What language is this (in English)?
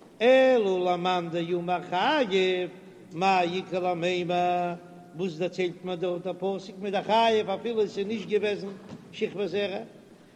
Yiddish